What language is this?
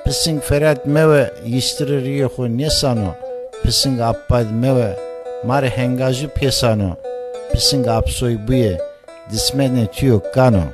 Zaza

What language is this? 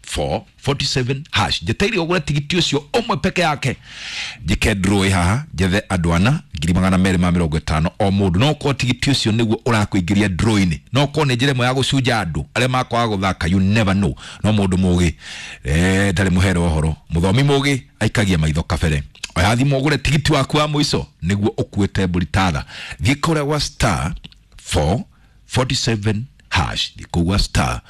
Kikuyu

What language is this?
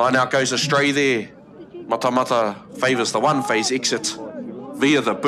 Māori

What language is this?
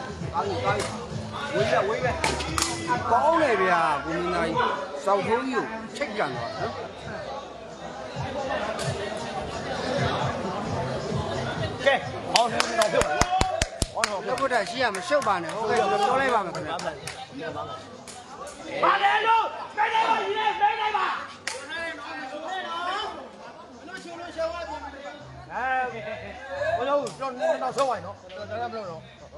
Burmese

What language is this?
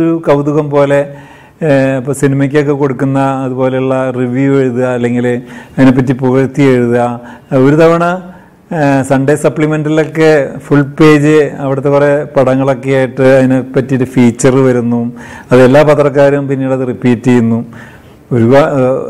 Malayalam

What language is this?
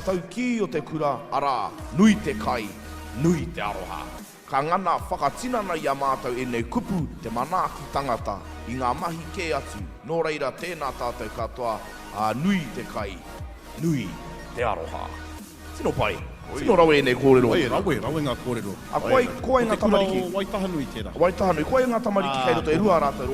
Māori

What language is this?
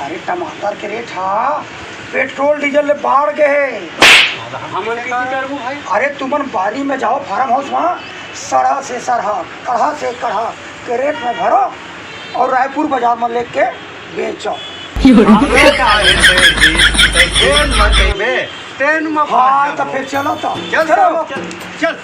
Chhattisgarhi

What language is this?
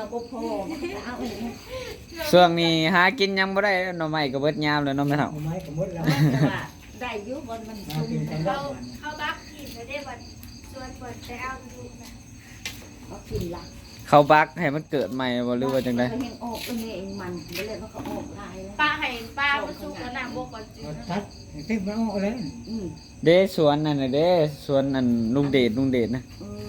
Northeastern Thai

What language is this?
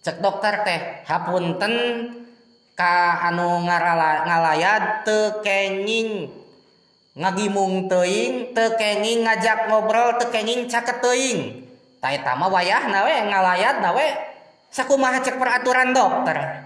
Sundanese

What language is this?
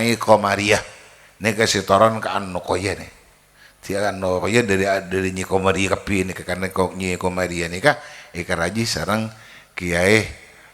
Madurese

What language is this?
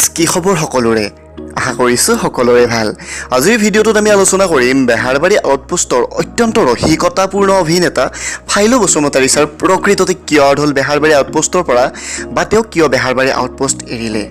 Assamese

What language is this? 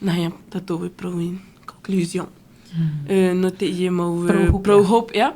Tahitian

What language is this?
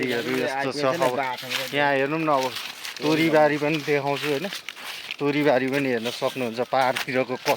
Nepali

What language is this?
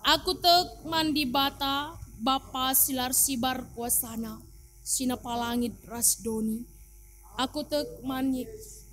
Batak Karo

